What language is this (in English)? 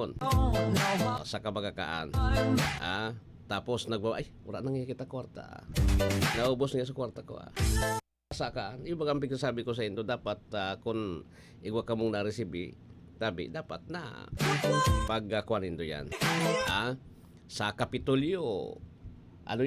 Bikol